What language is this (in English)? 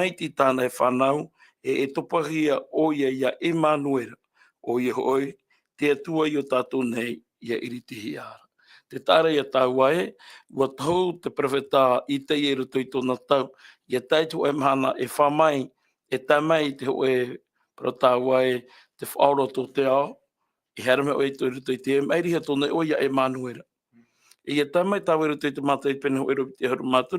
Tahitian